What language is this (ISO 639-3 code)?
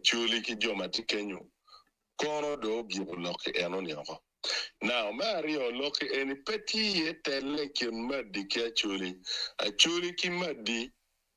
ach